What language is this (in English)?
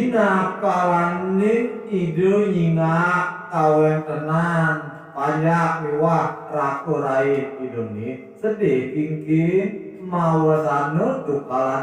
Balinese